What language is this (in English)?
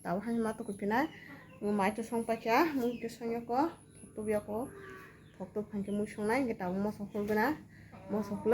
Kok Borok